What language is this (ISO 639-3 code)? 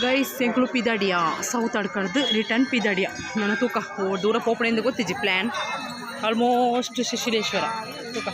tcy